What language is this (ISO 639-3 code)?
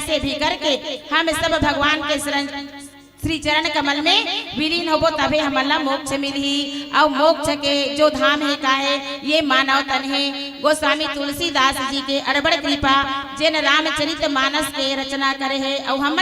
hne